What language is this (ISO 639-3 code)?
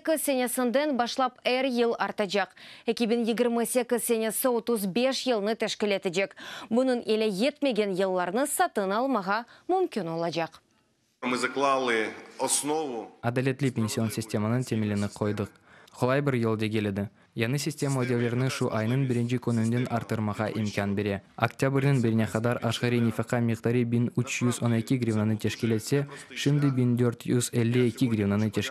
crh